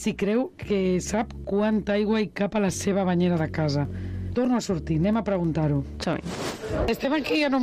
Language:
Catalan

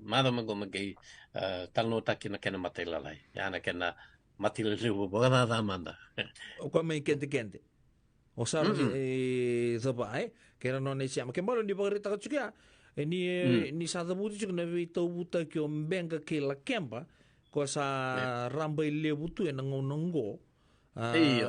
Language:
Fijian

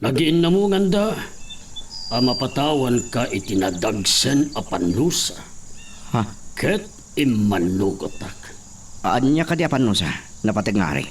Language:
Iloko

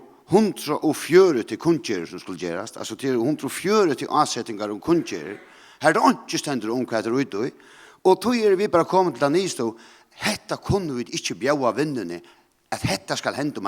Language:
Faroese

